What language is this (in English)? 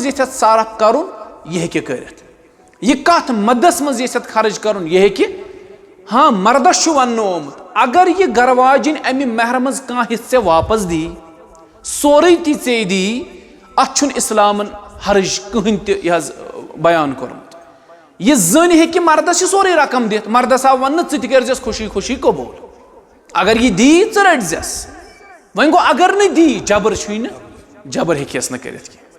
Kashmiri